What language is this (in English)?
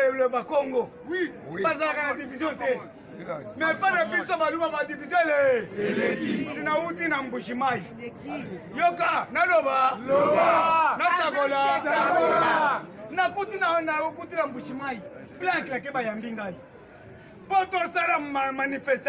Lingala